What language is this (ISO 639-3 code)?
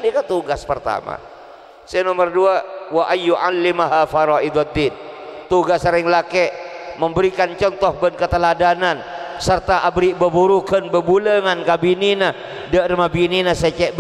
mad